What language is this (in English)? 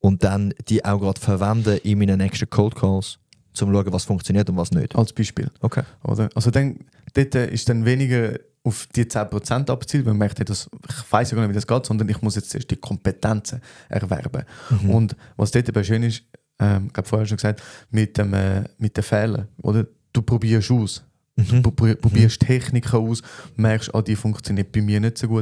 Swiss German